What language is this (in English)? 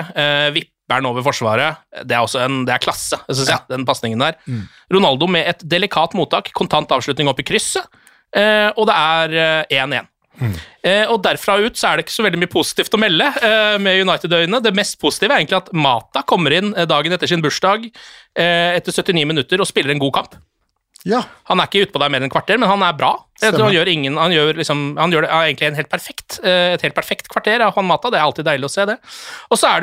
Norwegian